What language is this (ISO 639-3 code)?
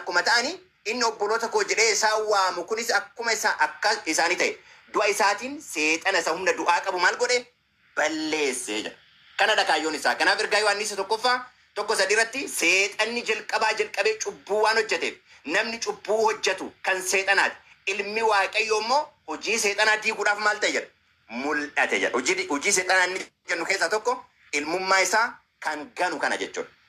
orm